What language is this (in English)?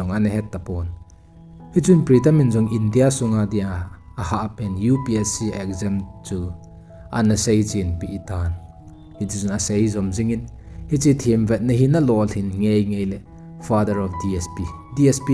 Thado Chin